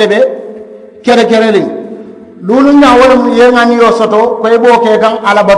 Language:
Mandingo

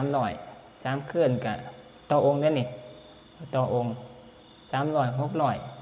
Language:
Northeastern Thai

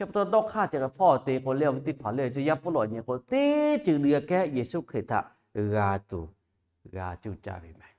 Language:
Lahu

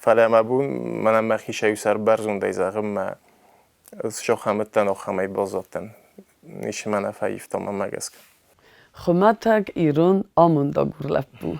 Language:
Ossetic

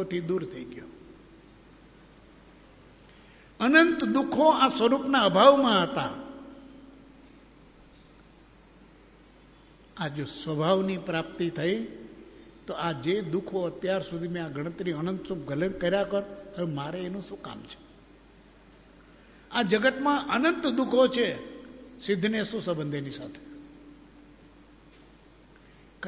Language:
Gujarati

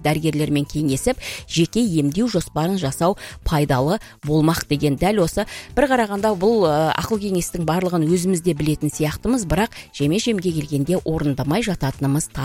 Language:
Kazakh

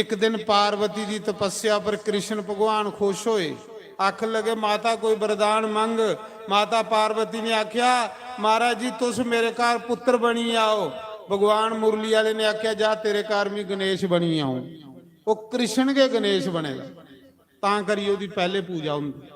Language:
Dogri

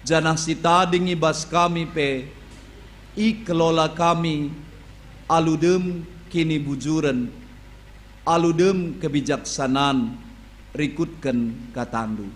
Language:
Batak Karo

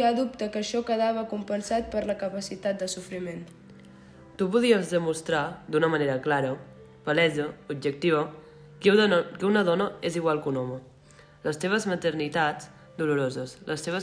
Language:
Catalan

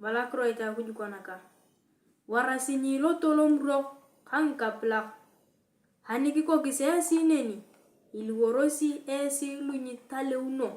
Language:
Turkana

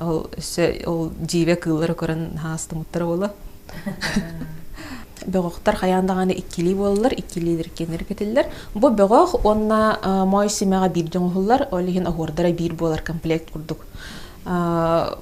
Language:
Yakut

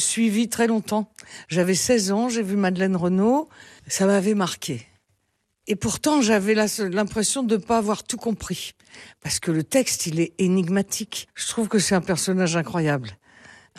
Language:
French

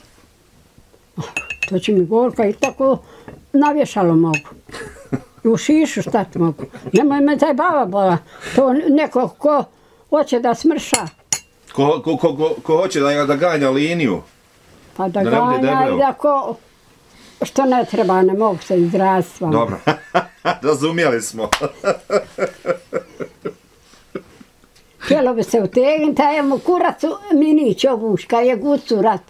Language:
Bosnian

